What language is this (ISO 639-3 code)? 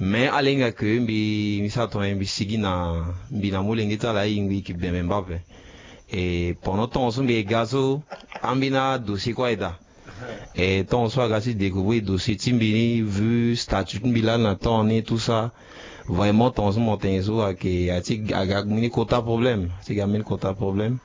sag